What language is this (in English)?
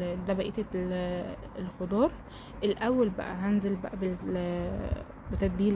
Egyptian Arabic